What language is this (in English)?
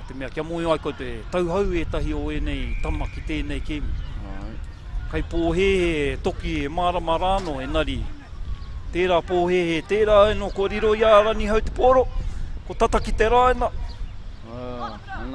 Māori